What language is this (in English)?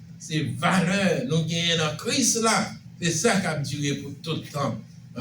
Haitian Creole